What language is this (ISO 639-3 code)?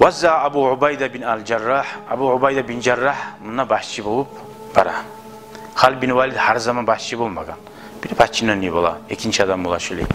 kum